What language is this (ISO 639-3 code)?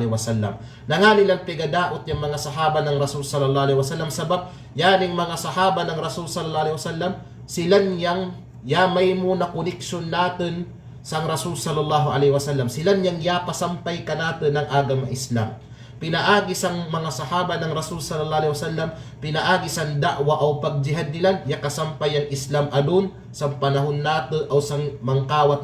kqe